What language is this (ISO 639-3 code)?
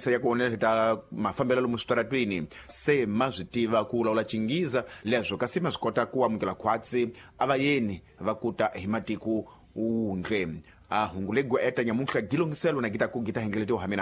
tso